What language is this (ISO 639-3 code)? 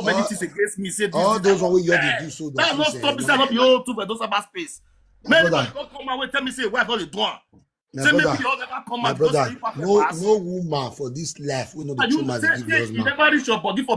pcm